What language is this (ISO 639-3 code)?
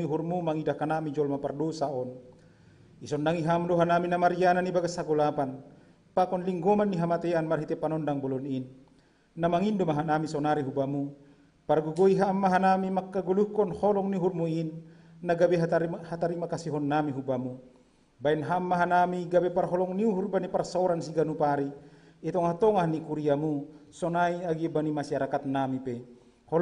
bts